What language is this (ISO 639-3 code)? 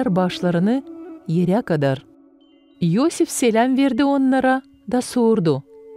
gag